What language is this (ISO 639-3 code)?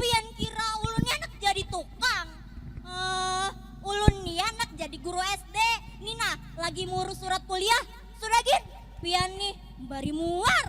bjn